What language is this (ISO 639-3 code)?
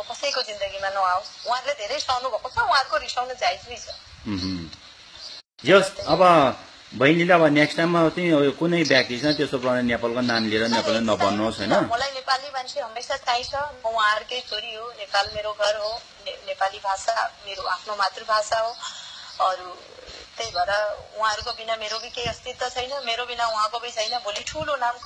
nep